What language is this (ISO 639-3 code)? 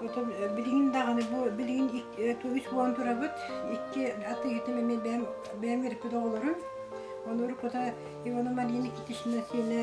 sah